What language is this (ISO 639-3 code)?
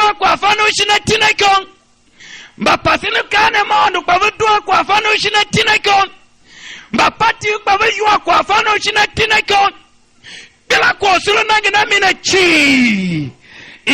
tiv